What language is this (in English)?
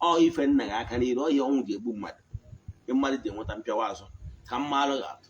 Igbo